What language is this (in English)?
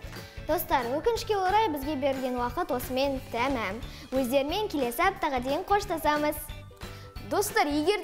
Kazakh